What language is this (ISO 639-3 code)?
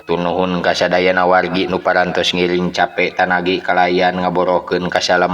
sun